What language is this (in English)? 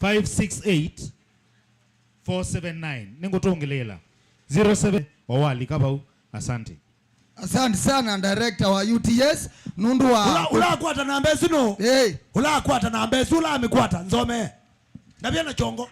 Kamba